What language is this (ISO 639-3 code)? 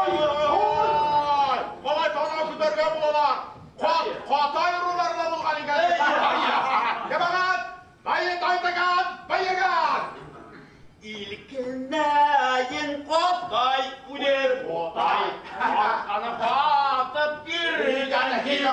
bak